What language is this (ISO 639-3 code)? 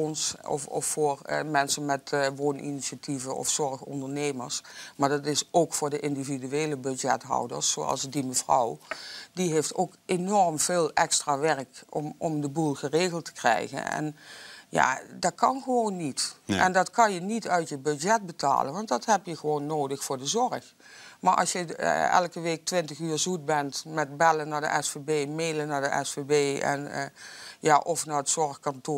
nld